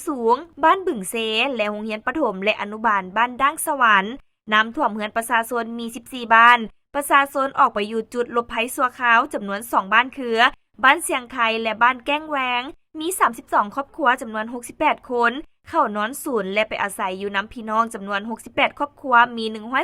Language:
Lao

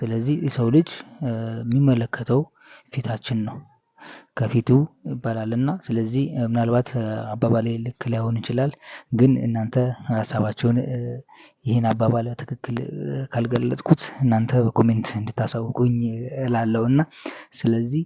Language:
Amharic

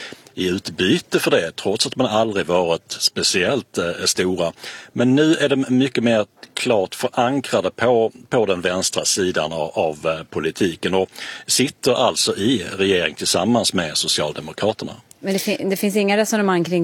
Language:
Swedish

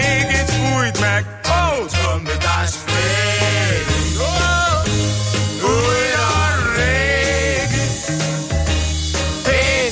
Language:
Hungarian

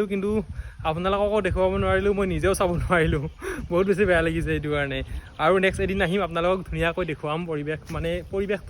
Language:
Assamese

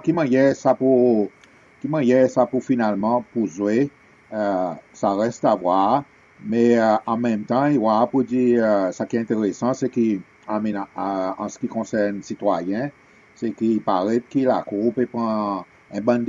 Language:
Seselwa Creole French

